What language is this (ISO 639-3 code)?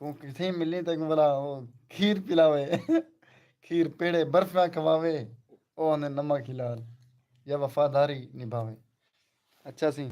skr